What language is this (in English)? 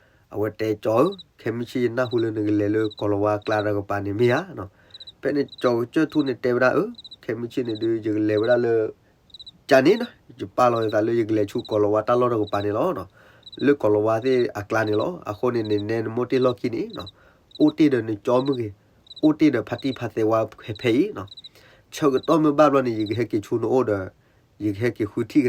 S'gaw Karen